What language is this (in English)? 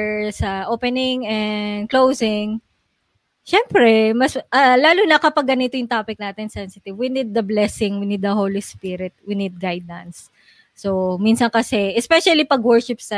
Filipino